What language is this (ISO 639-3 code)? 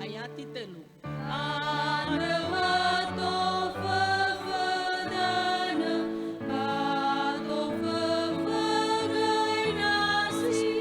nia